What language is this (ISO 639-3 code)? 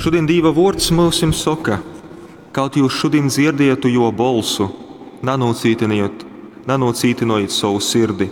ltg